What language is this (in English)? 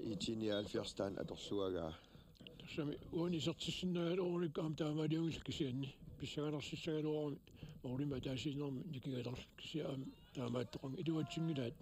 Kalaallisut